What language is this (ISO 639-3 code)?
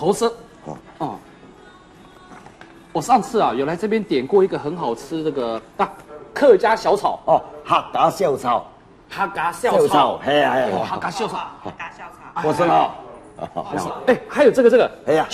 hak